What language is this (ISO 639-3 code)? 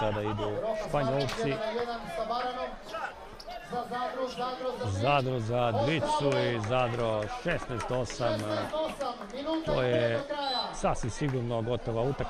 hrv